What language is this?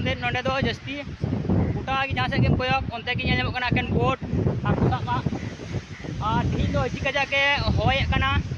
Santali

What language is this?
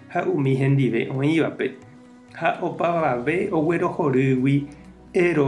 Guarani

